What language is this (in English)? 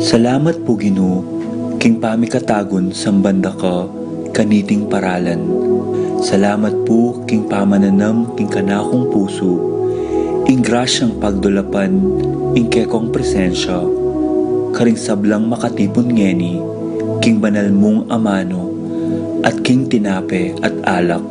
Pampanga